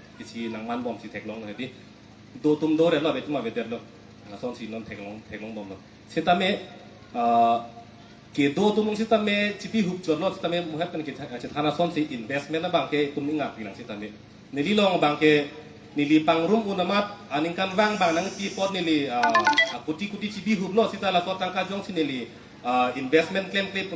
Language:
Karbi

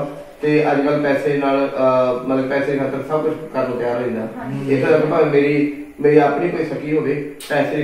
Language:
Punjabi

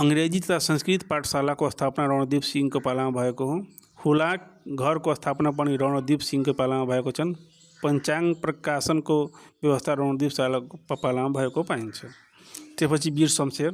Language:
Nepali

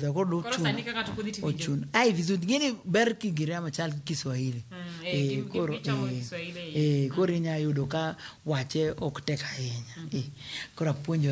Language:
Luo (Kenya and Tanzania)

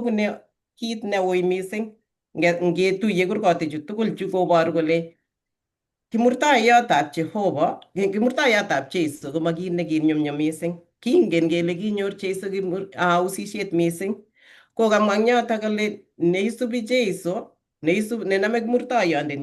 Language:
Kalenjin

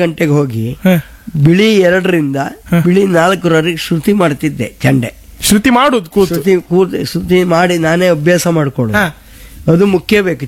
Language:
Kannada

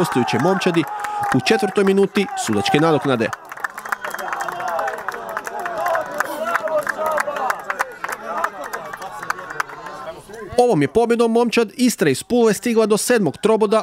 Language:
Croatian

